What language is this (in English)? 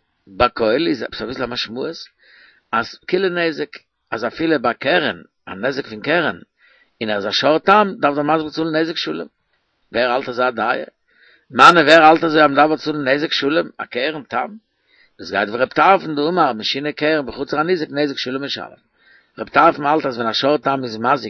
Yiddish